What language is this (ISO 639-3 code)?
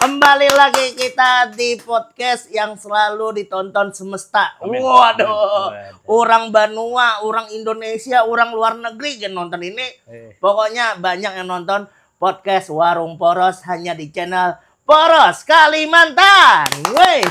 bjn